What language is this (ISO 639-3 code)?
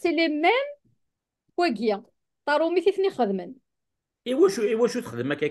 kab